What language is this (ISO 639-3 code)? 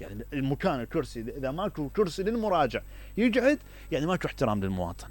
acm